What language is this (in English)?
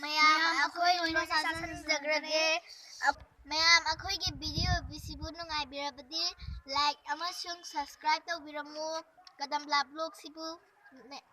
Manipuri